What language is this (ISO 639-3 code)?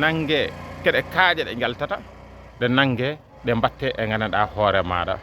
ful